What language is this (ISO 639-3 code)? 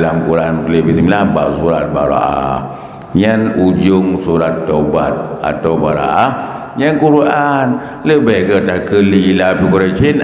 ace